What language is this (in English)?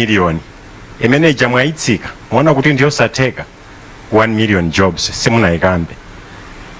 Nyanja